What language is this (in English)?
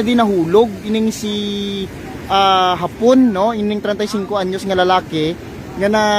Hiligaynon